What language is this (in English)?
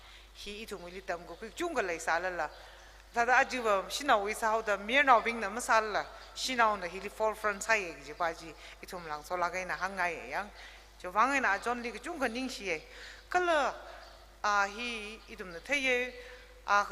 Tangkhul Naga (India)